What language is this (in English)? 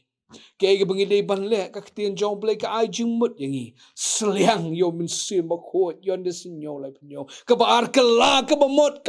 Khasi